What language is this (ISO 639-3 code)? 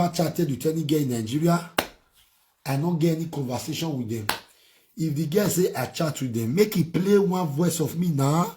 pcm